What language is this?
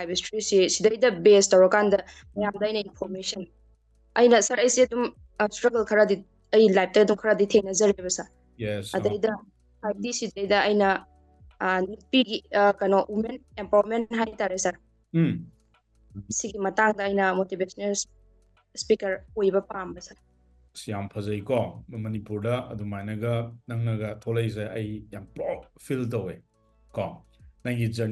Manipuri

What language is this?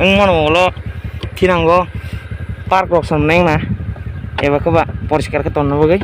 Kok Borok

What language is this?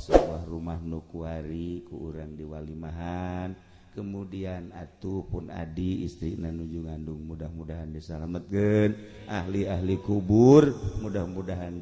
Sundanese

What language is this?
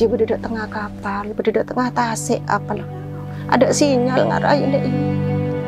Madurese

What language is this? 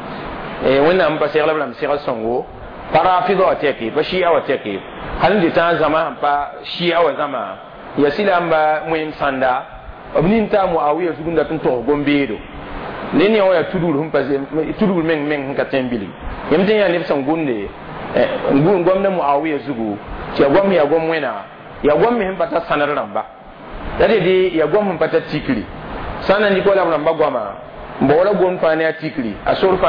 Mossi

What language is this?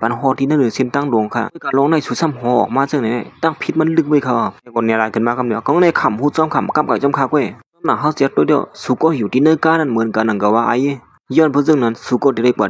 Shan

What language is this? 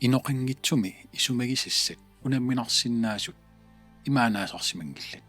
Kalaallisut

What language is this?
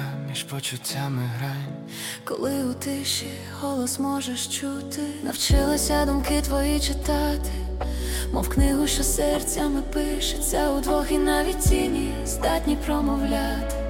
Ukrainian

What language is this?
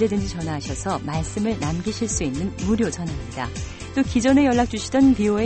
Korean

